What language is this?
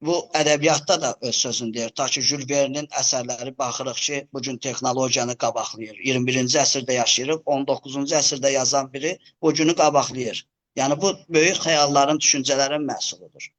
Azerbaijani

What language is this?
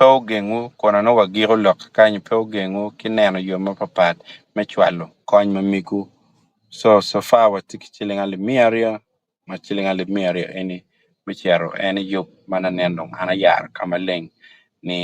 Acoli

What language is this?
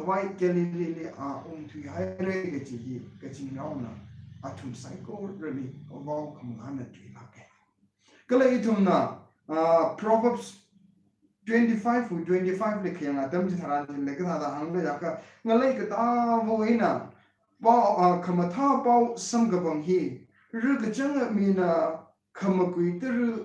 Tangkhul Naga (India)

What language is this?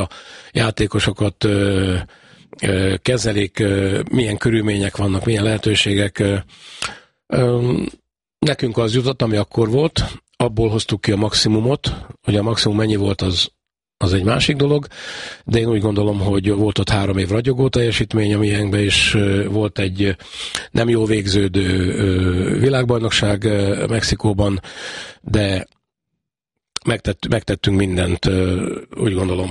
Hungarian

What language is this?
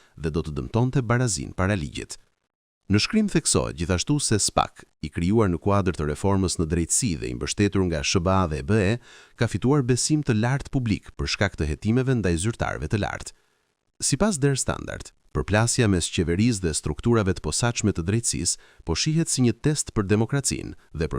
Albanian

